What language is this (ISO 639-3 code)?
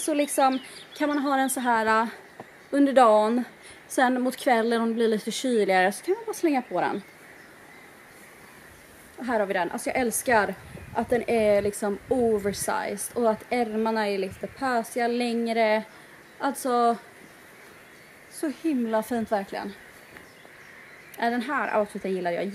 swe